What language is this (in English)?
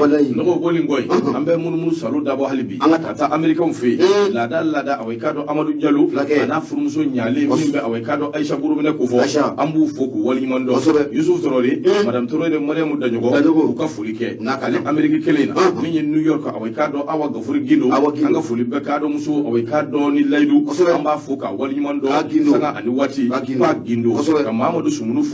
Bambara